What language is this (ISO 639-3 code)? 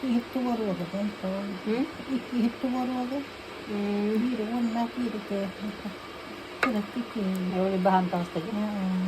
sah